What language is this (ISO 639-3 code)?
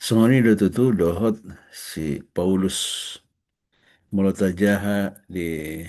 bbc